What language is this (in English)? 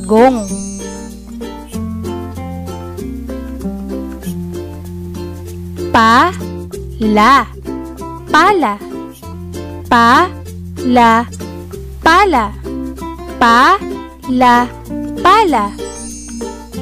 Filipino